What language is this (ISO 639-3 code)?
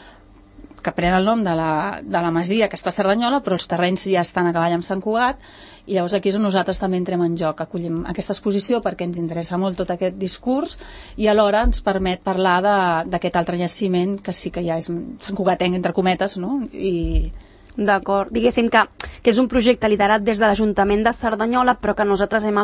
cat